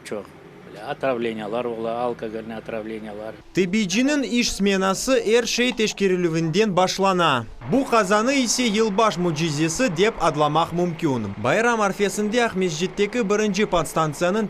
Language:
Crimean Tatar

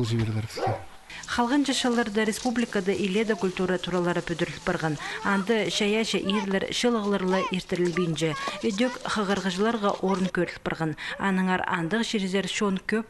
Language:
Khakas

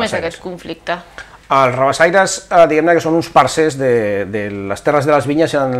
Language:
Catalan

